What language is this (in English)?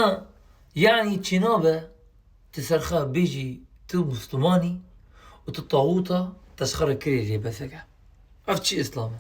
Kurdish